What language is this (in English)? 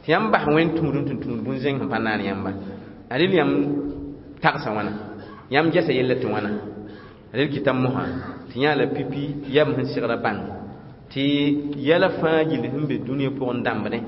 Mossi